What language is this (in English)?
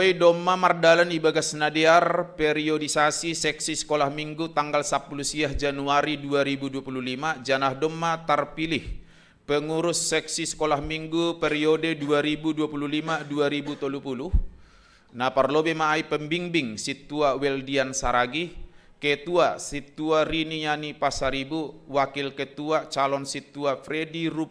Batak Simalungun